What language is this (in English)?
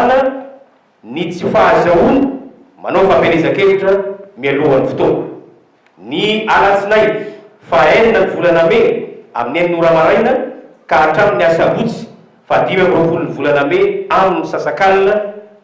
Malagasy